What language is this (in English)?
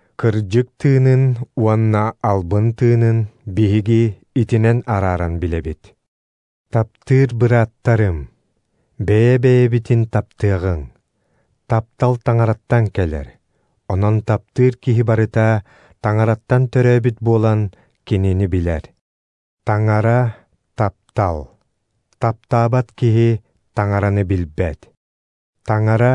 Yakut